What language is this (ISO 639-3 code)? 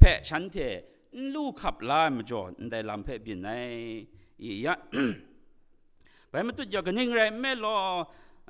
kac